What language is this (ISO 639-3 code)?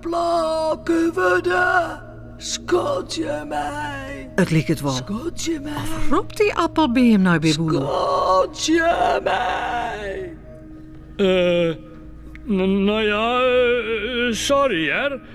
fry